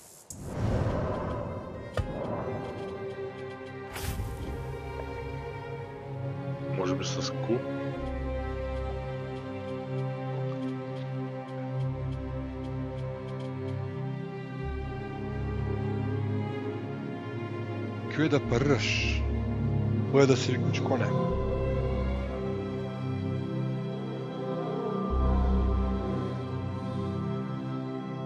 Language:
Bulgarian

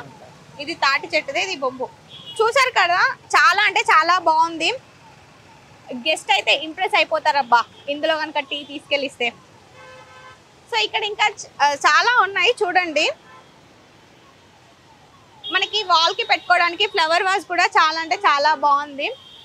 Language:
Telugu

